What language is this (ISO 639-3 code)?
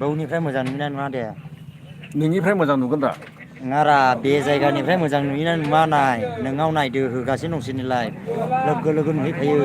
brx